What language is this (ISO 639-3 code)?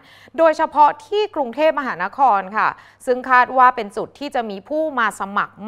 tha